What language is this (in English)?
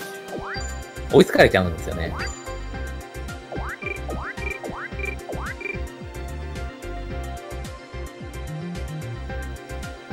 Japanese